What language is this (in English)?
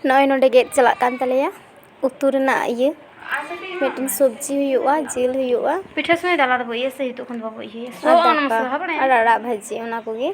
Santali